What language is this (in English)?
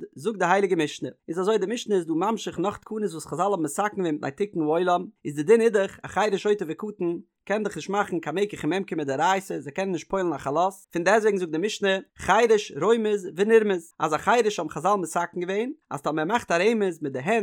Yiddish